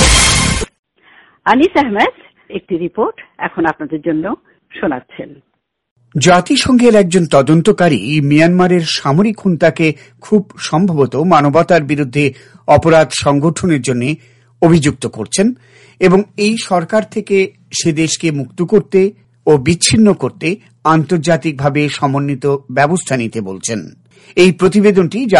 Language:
Bangla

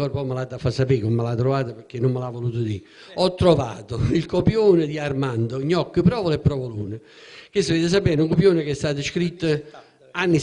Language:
Neapolitan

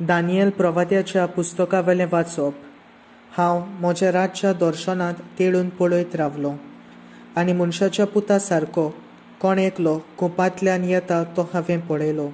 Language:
Konkani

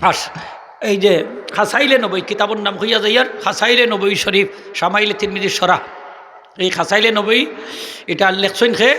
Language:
Sylheti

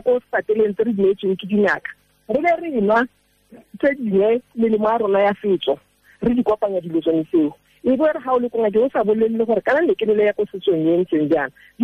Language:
Tswana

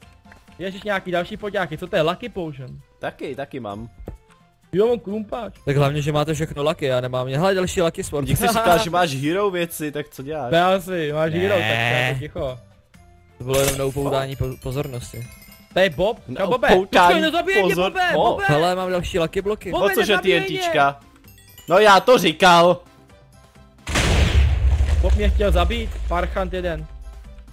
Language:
Czech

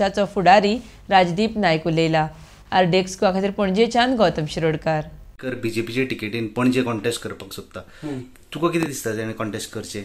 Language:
Konkani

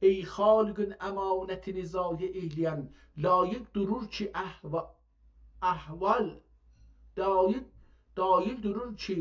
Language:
South Azerbaijani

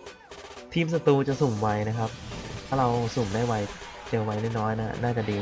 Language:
Thai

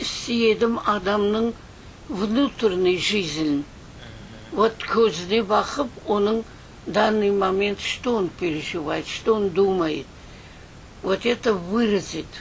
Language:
Crimean Tatar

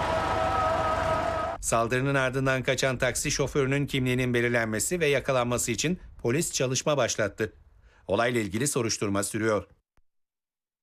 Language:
Turkish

